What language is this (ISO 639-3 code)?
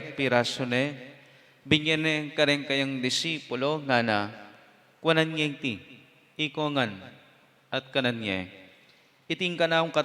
pam